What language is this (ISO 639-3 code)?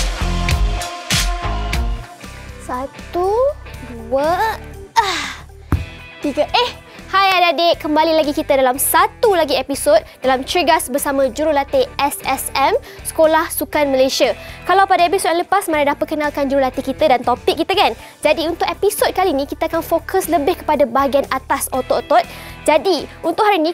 msa